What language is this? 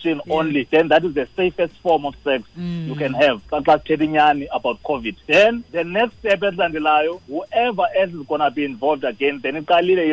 Xhosa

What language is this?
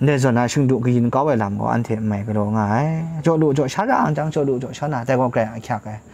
Kachin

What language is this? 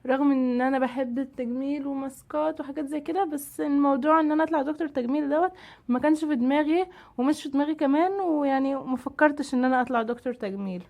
Egyptian Arabic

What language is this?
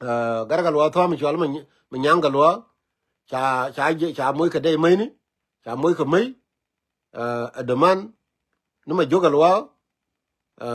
Nuer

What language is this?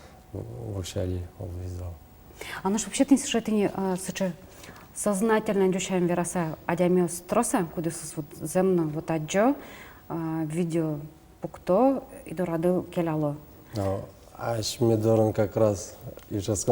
Udmurt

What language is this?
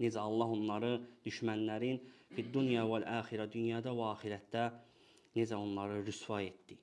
Azerbaijani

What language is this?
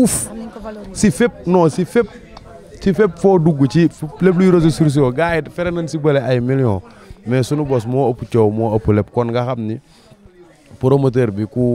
Wolof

